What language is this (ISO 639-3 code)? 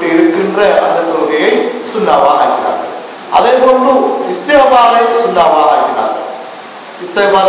tam